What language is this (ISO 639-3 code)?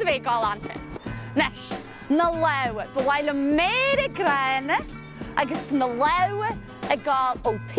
gle